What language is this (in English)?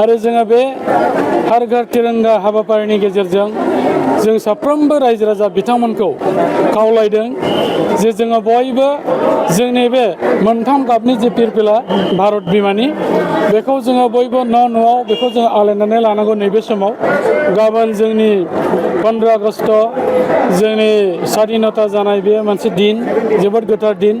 Bodo